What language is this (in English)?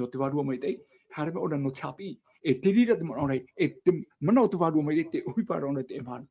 Tahitian